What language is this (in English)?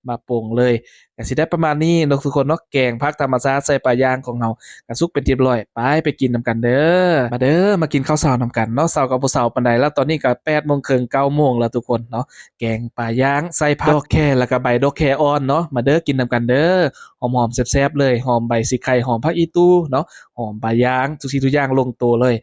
Lao